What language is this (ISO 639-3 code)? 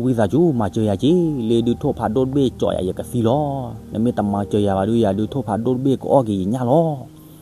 ksw